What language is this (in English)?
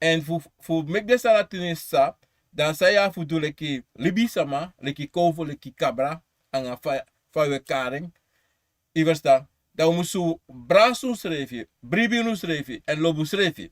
Sranan Tongo